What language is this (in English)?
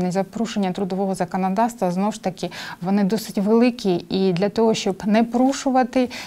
Ukrainian